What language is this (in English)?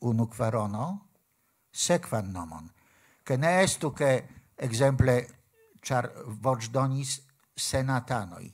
Esperanto